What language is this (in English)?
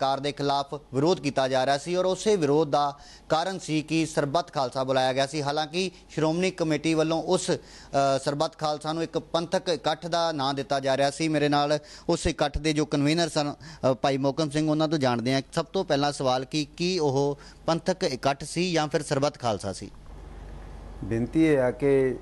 Punjabi